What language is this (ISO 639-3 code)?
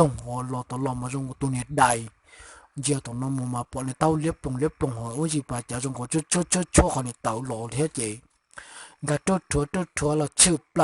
hmn